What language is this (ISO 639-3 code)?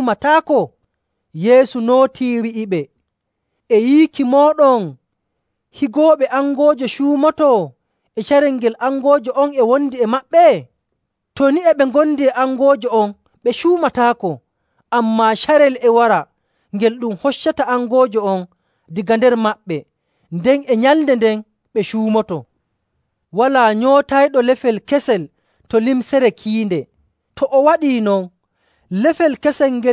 fuv